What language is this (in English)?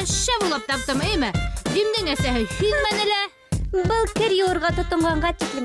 Bashkir